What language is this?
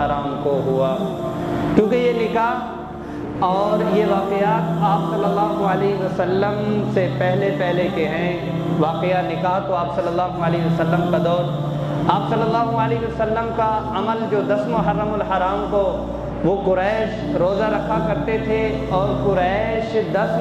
Urdu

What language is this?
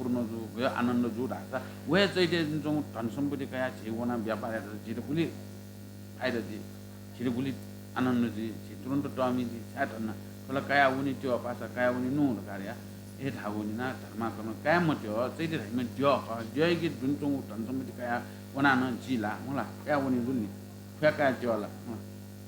Newari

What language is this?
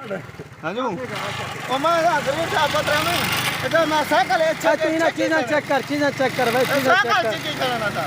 Saraiki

